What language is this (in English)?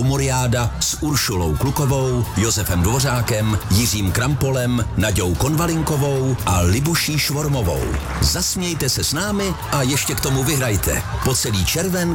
Czech